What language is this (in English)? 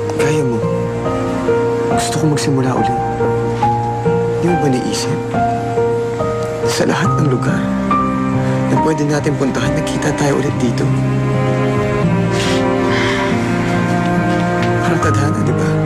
Filipino